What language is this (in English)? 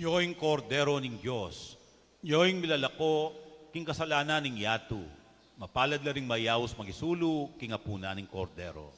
Pampanga